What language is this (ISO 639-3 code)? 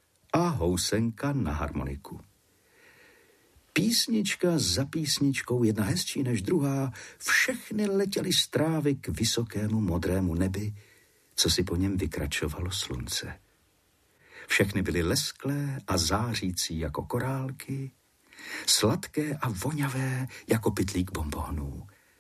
ces